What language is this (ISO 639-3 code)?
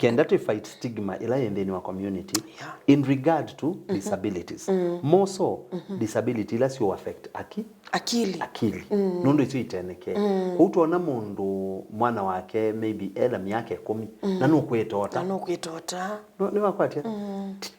kam